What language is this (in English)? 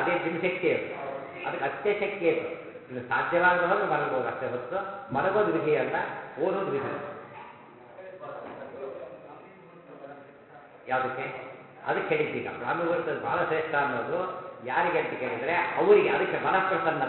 Kannada